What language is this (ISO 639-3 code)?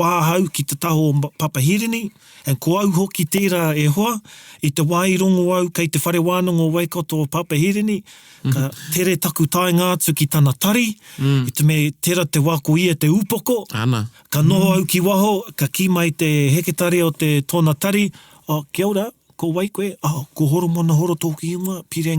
mri